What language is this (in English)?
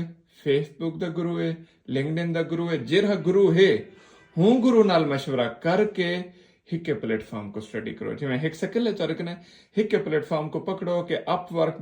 Saraiki